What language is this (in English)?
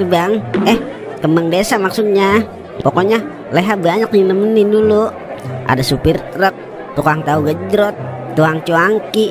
Betawi